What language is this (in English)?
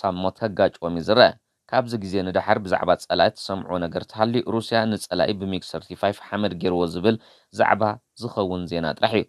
Tigrinya